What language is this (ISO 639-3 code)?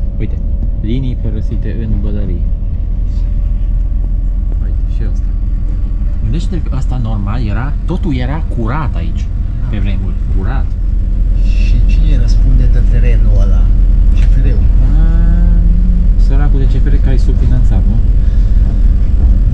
ron